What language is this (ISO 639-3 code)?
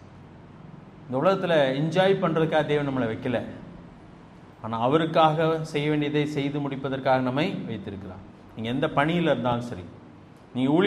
tam